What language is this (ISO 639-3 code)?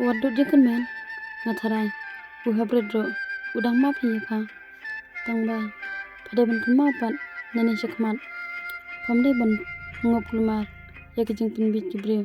kha